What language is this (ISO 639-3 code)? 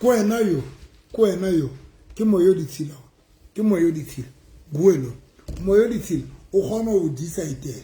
sot